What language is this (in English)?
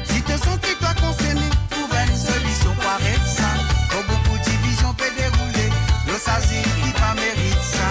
Morisyen